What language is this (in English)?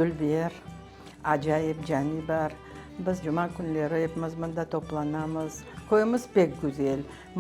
Crimean Tatar